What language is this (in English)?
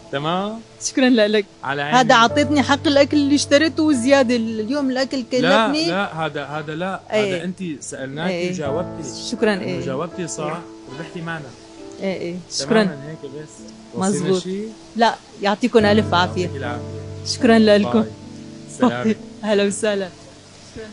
North Levantine Arabic